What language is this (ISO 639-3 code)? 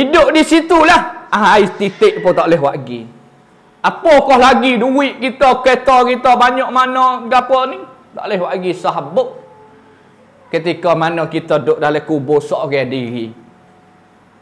mfa